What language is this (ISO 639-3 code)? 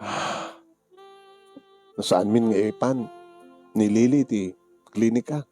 ilo